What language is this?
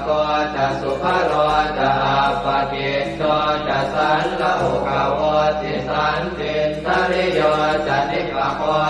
Pali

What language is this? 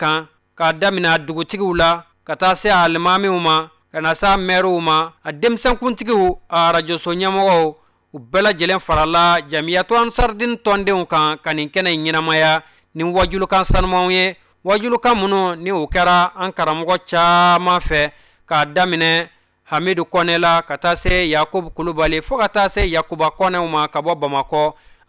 Bambara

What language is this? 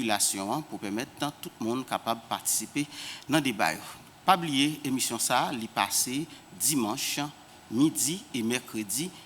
Haitian Creole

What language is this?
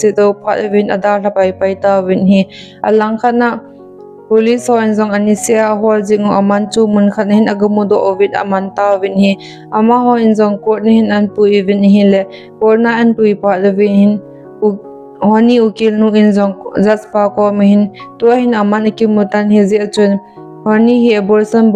Thado Chin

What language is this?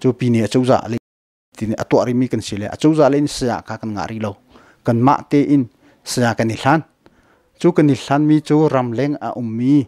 Hakha Chin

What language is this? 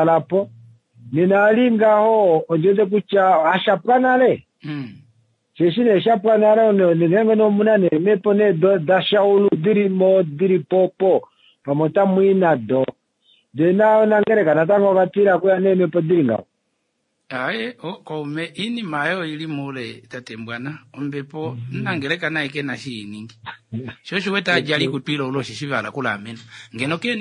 Kuanyama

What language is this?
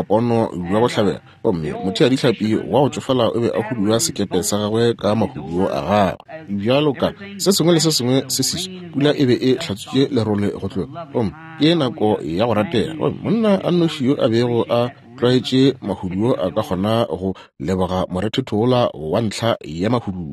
Northern Sotho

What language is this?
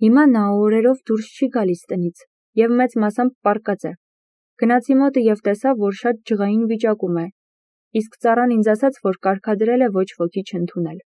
Armenian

